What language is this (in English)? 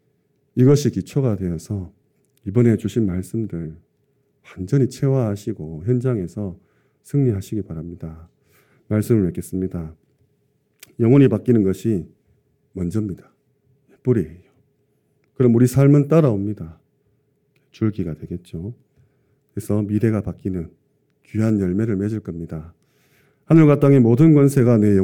Korean